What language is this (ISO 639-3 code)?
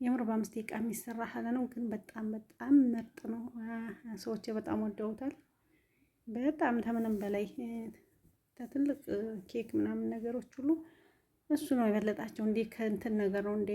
amh